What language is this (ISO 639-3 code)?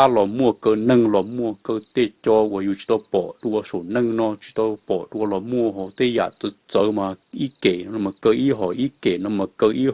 hmn